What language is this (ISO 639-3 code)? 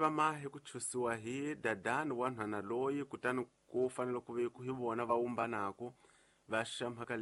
tso